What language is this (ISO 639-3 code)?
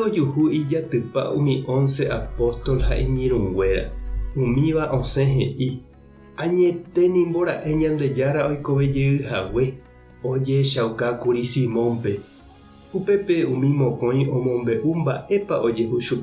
grn